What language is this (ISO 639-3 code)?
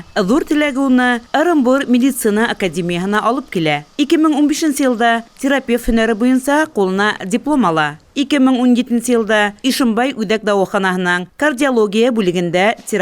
bak